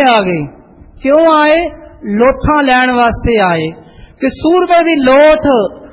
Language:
Punjabi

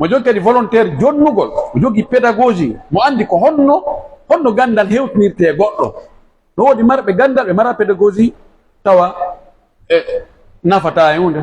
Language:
Pular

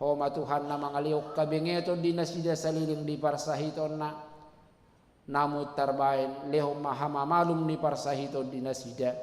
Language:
Batak Toba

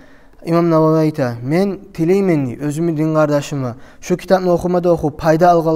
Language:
Kumyk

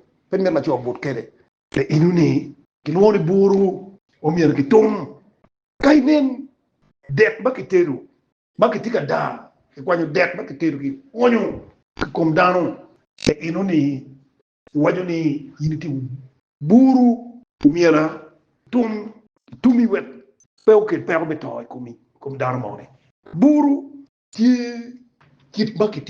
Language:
Acoli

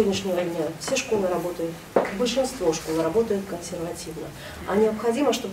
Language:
Russian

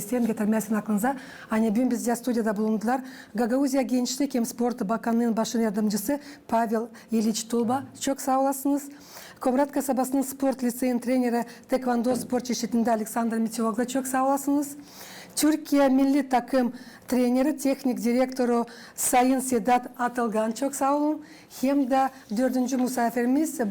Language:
Gagauz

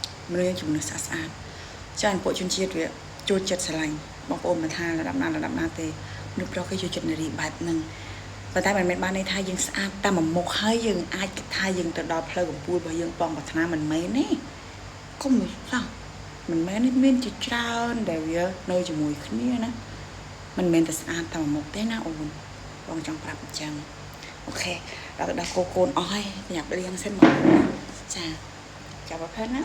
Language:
Khmer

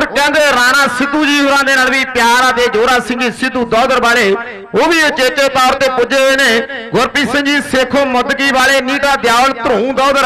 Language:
Punjabi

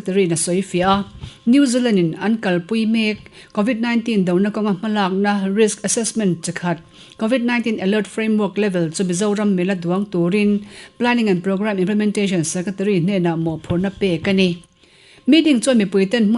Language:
Mizo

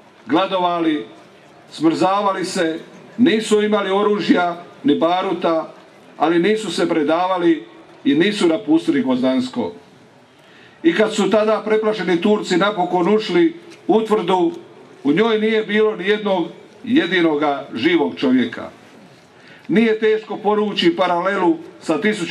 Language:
Croatian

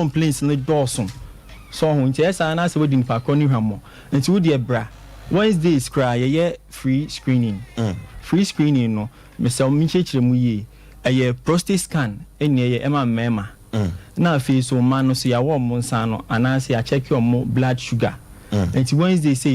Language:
Akan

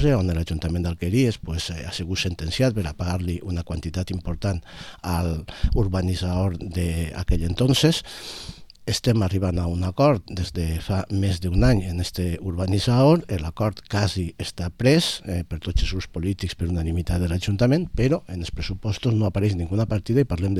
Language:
Catalan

